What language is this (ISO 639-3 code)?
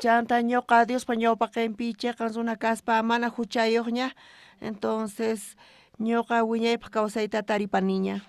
quh